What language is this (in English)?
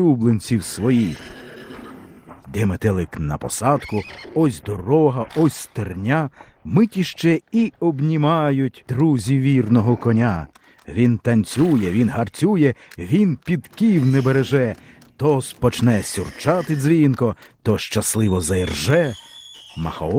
Ukrainian